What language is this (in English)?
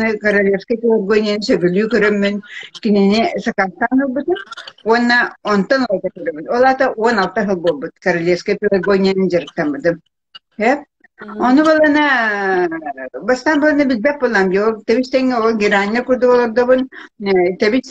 Yakut